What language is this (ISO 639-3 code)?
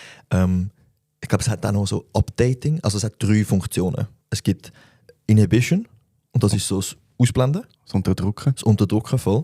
gsw